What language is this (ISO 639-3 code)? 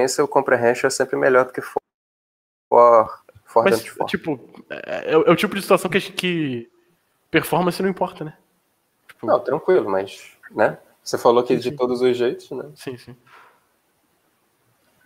por